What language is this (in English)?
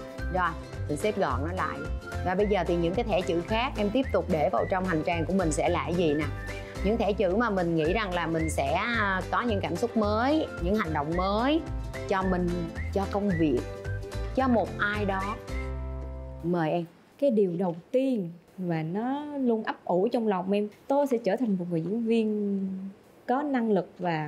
Vietnamese